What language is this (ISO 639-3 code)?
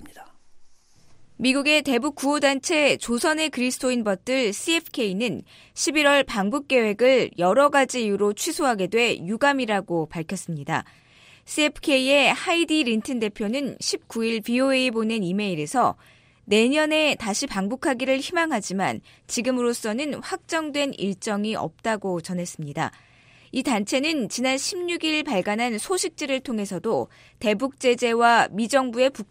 kor